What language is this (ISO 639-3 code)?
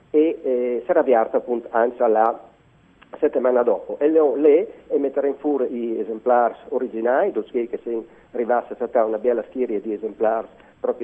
fur